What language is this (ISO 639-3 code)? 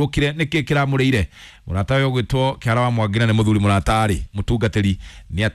kik